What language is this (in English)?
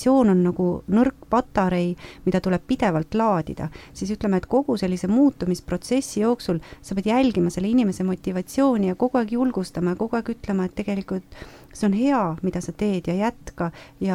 Estonian